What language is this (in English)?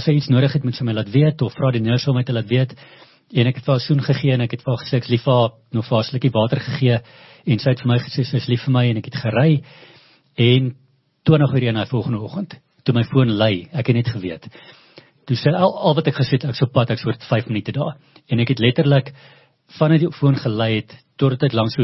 Afrikaans